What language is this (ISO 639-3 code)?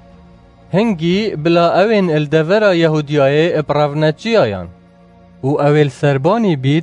kur